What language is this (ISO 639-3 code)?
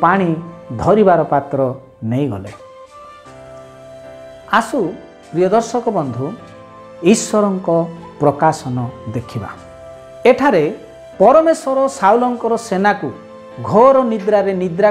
ori